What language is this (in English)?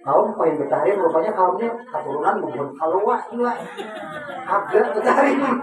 Banjar